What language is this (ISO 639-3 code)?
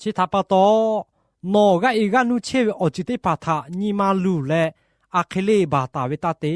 lhu